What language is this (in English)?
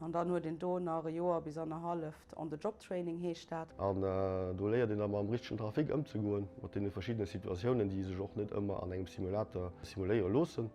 Luxembourgish